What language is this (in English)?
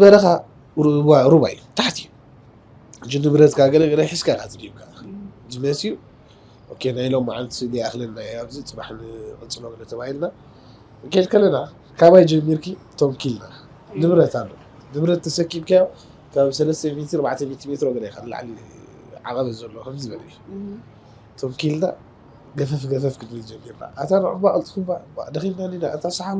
Tigrinya